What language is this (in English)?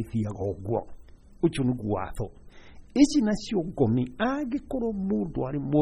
Kikuyu